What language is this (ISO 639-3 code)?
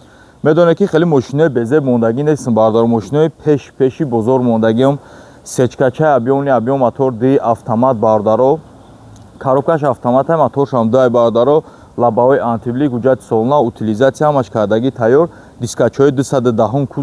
tgk